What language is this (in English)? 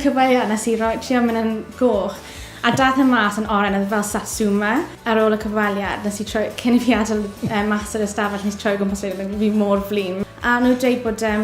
Welsh